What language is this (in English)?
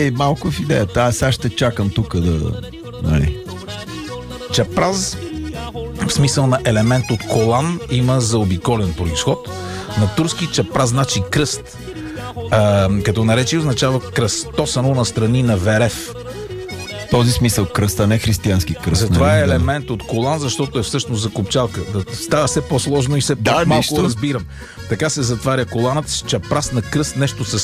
Bulgarian